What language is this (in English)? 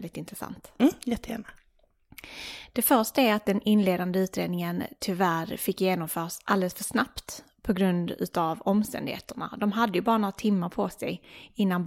Swedish